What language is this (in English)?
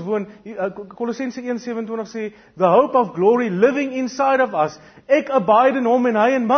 Afrikaans